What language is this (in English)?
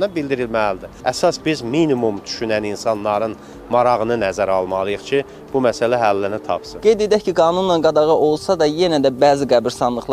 Azerbaijani